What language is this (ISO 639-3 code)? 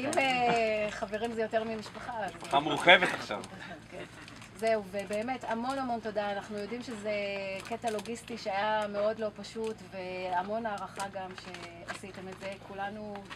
heb